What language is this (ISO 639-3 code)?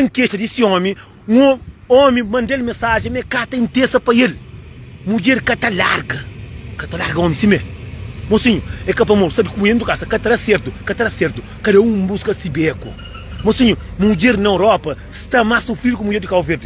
kea